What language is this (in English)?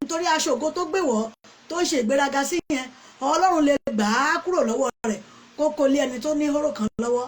Yoruba